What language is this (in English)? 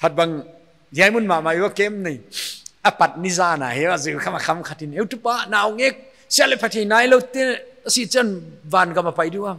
Paite Chin